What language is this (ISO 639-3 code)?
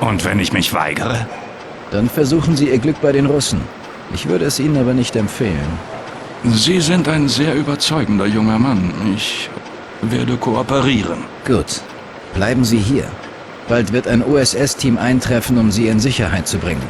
bar